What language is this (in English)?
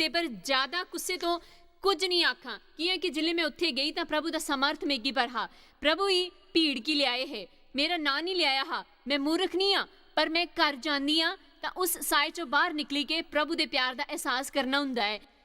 Dogri